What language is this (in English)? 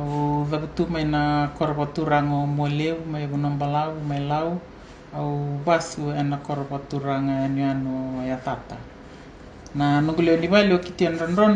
Fijian